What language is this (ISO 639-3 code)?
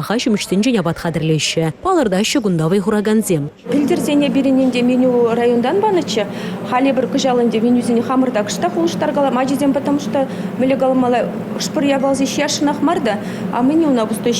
chv